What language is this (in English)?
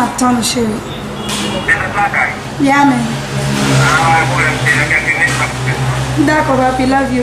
Haitian Creole